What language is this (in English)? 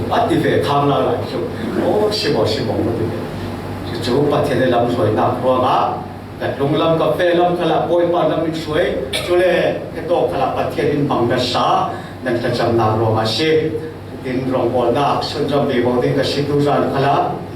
Falam Chin